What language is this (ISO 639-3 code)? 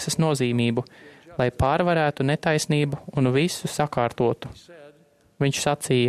lav